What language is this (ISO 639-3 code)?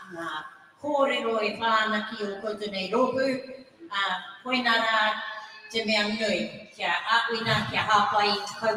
mri